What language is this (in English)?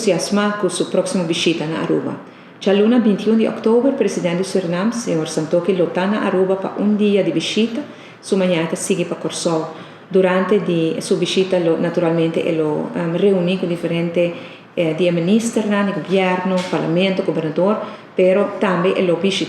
Papiamento